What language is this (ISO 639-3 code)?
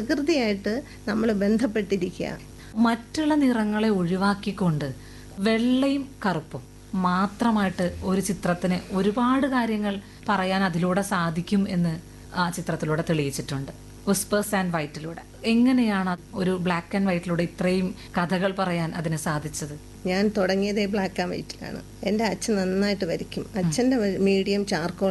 mal